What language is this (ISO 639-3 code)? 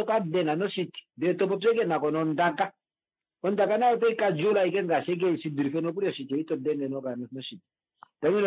kua